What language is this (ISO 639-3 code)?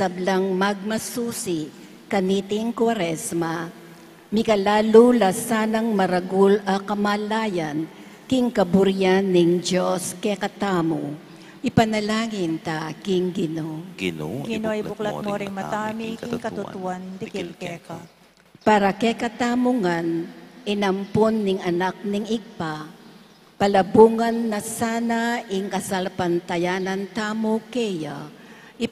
pam